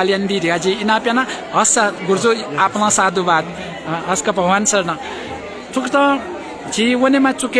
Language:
Newari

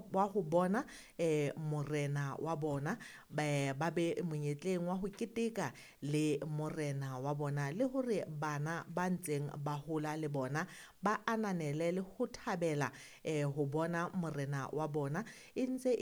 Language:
Southern Sotho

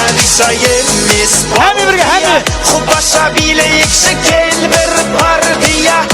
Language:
Kara-Kalpak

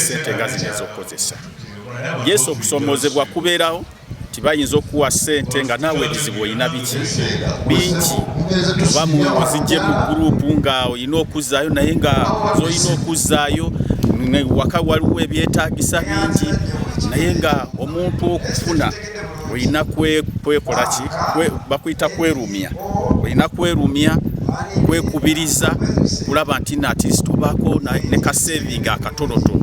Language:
Ganda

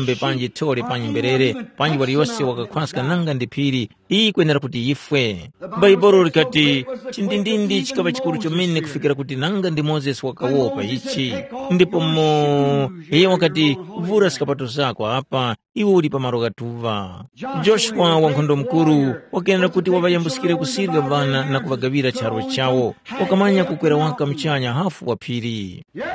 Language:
Tumbuka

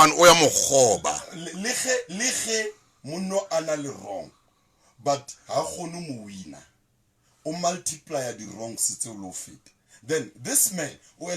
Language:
Southern Sotho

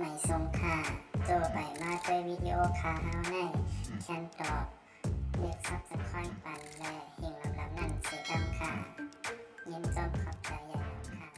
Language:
Shan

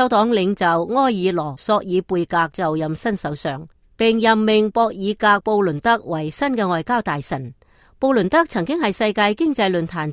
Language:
Cantonese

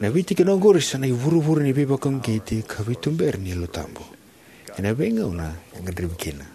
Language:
Fijian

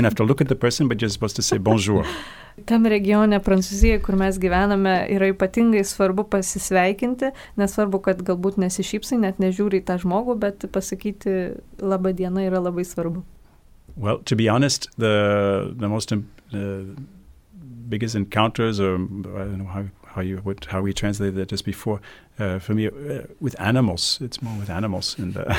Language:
Lithuanian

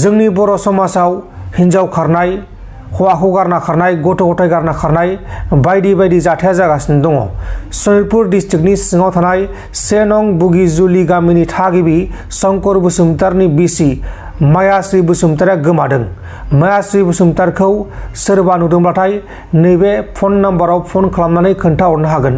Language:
Bodo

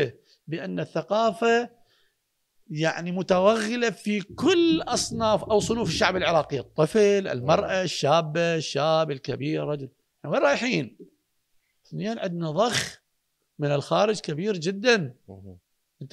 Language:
Mesopotamian Arabic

